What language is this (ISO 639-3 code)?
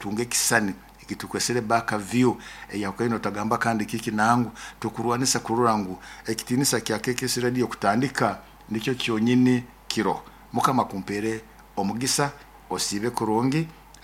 nyo